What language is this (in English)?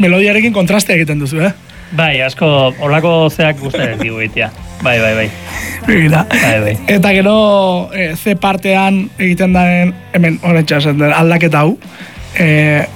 Basque